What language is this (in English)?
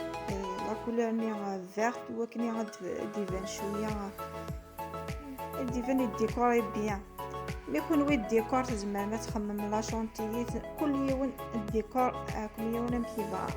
Kabyle